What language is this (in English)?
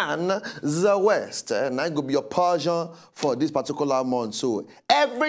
Nigerian Pidgin